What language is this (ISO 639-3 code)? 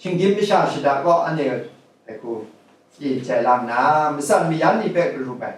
kac